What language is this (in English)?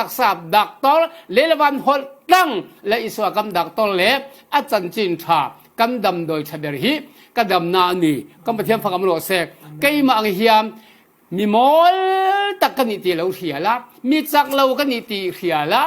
Falam Chin